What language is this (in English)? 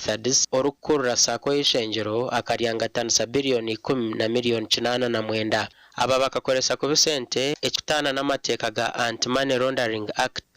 Nyankole